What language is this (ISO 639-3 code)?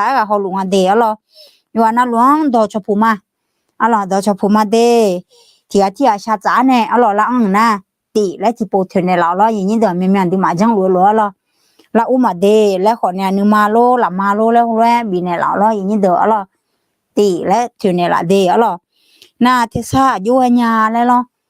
ahk